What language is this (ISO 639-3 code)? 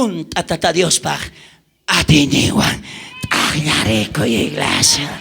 quh